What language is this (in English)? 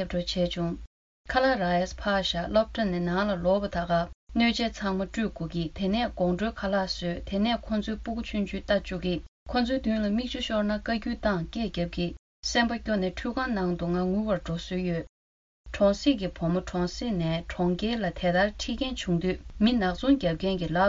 Tibetan